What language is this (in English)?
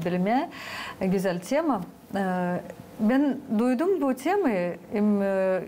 Gagauz